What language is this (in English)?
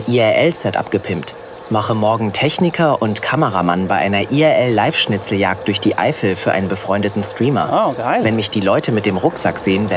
Swiss German